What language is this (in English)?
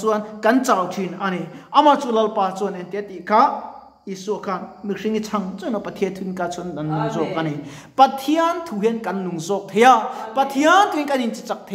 Mizo